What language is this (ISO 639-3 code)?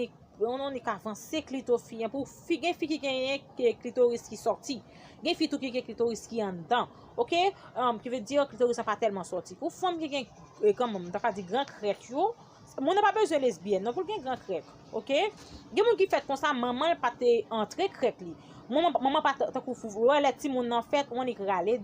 hat